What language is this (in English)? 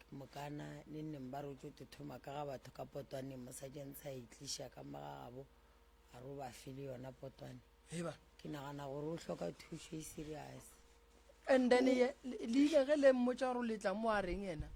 Northern Sotho